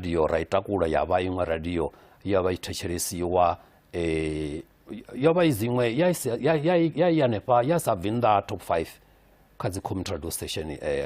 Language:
Venda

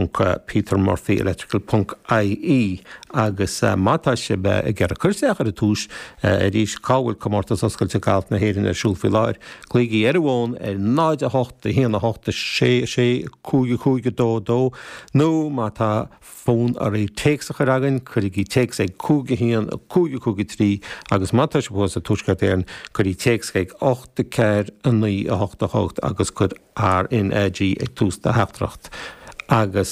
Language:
Irish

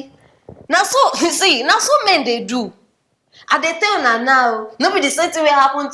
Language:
Nigerian Pidgin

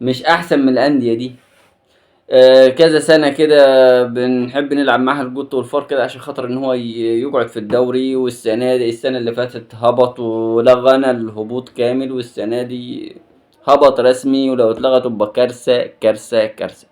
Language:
Egyptian Arabic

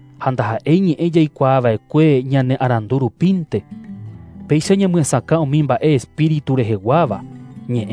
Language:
Guarani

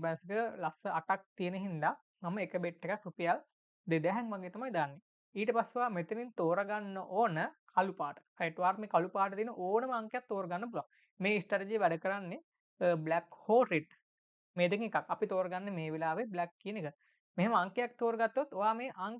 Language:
Sinhala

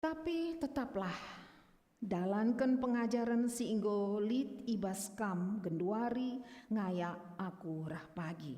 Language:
Batak Karo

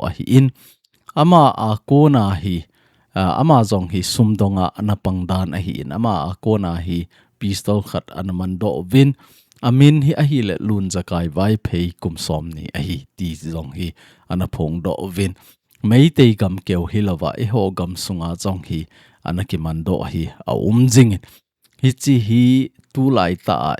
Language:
Thado Chin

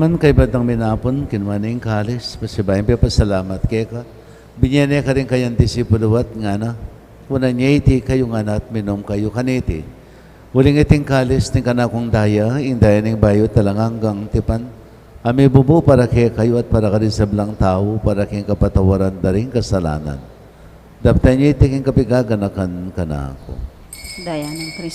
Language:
Pampanga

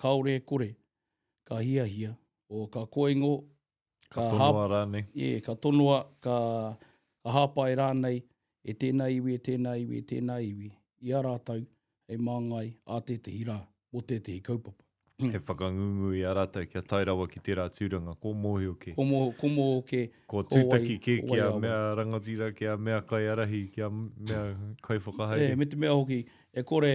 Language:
Māori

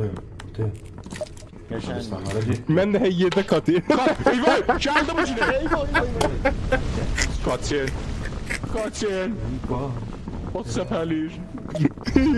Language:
South Azerbaijani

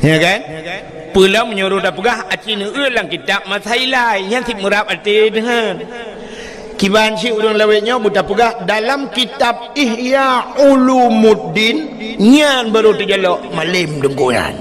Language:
Achinese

